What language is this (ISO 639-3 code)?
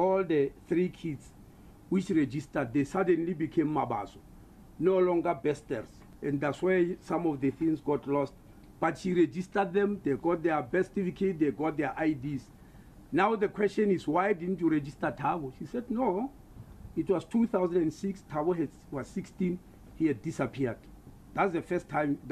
eng